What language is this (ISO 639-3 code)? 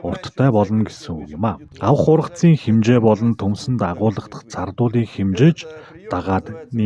mon